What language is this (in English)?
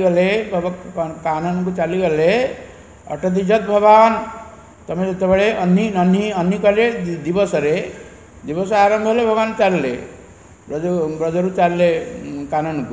Odia